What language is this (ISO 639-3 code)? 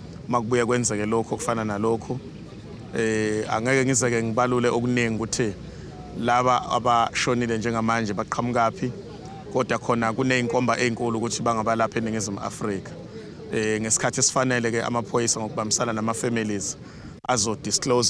zul